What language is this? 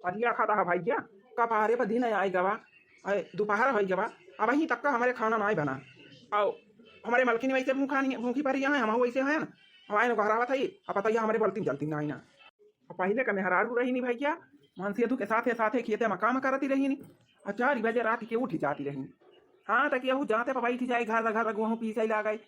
Awadhi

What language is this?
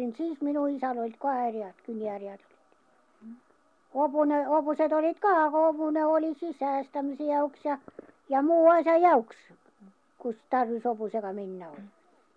Estonian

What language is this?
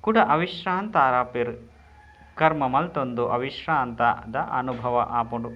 Tulu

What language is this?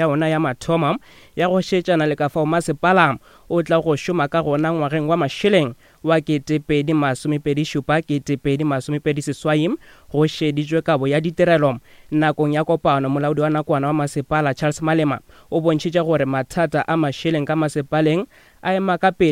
Northern Sotho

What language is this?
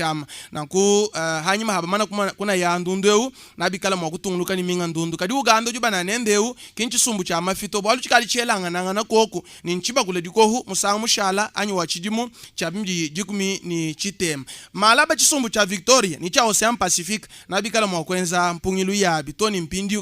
Luba-Lulua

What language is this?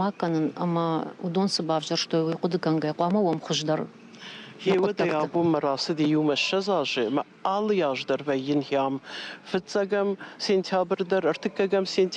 Ossetic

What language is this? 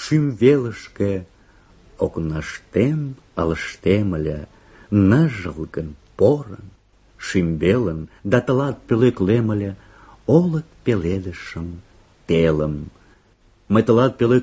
Mari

